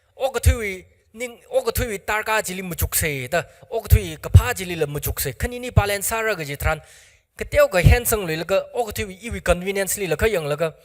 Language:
Tangkhul Naga (India)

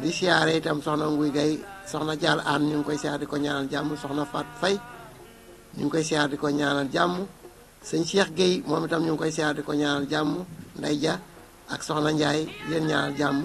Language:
Wolof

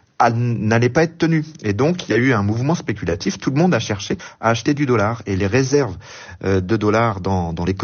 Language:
French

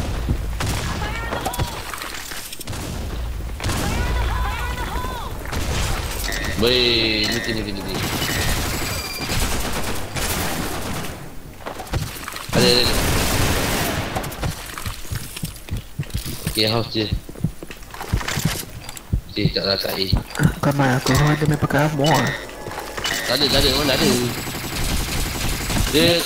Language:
Malay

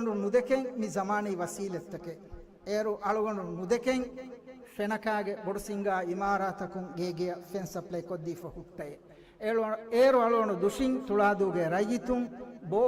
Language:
Divehi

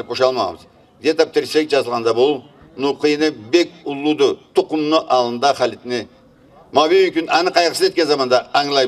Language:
Karachay-Balkar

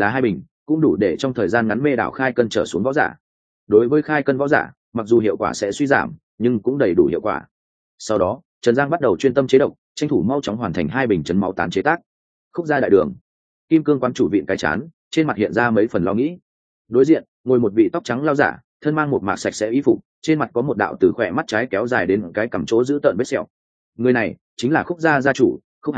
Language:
Vietnamese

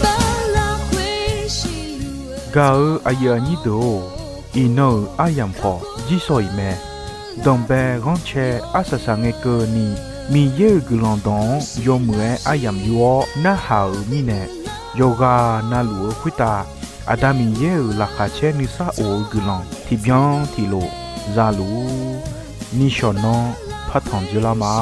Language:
Akha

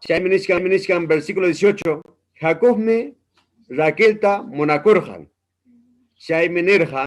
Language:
Ayacucho Quechua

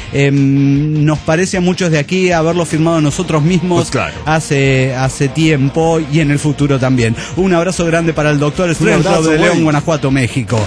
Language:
Spanish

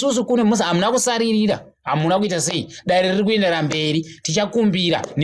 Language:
Shona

